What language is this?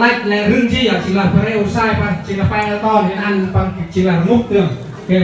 Central Mnong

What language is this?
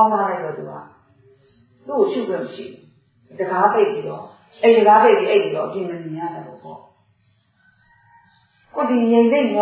Burmese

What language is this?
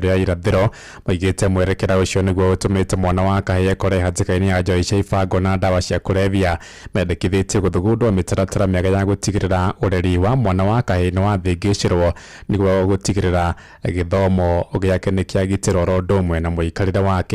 Kikuyu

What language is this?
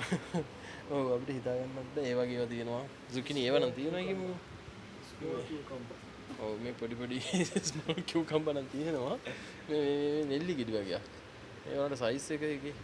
Sinhala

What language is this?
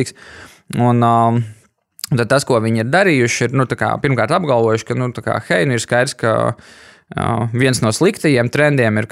Latvian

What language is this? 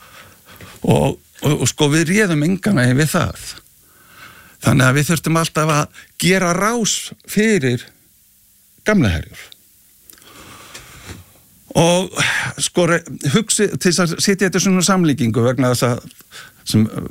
Icelandic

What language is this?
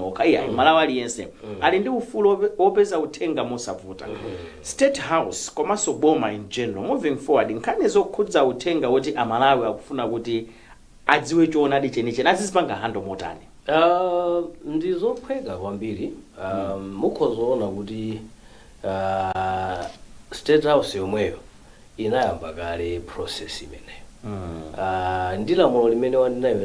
Nyanja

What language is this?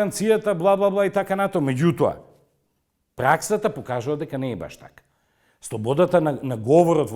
Macedonian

